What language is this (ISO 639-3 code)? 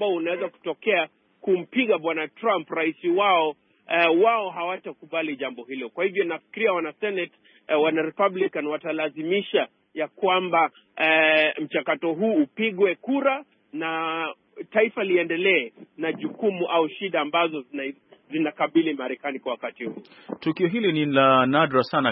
swa